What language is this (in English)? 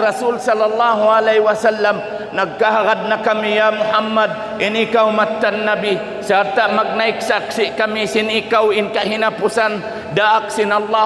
Tausug